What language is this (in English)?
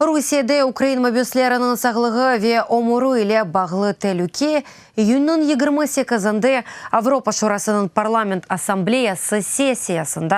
Crimean Tatar